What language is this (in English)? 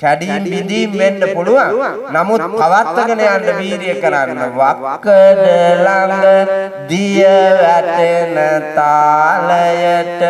Sinhala